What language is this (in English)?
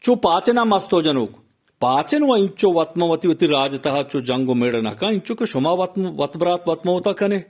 Eastern Balochi